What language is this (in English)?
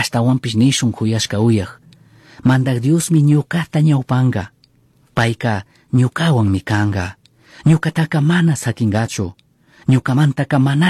Chimborazo Highland Quichua